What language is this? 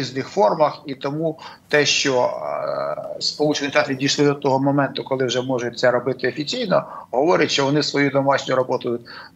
Ukrainian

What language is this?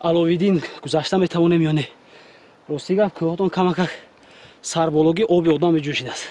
Tajik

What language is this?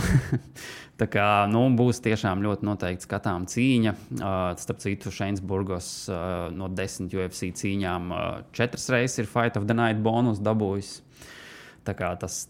Latvian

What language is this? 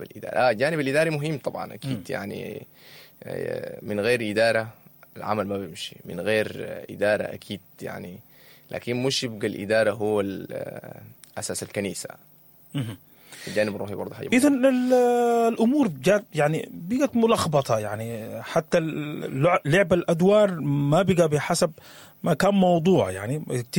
Sudanese Arabic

